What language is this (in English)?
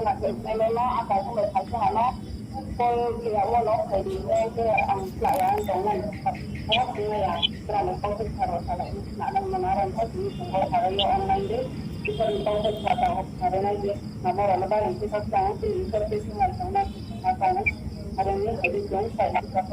Riang (India)